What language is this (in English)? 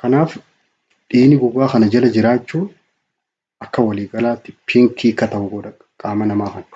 Oromo